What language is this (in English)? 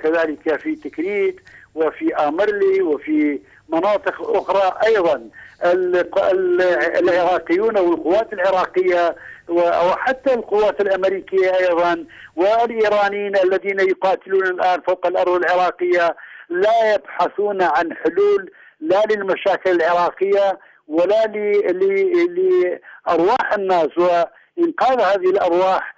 Arabic